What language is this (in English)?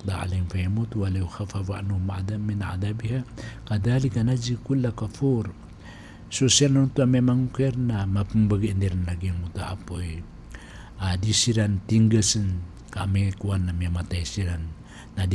Maranao